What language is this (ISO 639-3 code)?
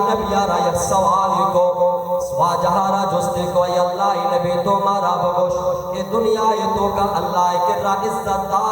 bal